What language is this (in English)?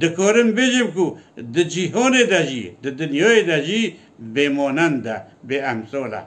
Kurdish